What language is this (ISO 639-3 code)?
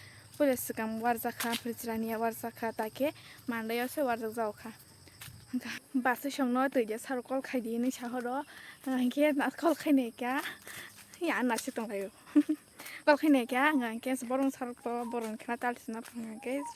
trp